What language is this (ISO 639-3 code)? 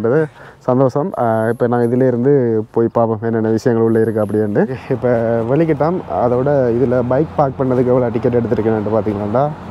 tam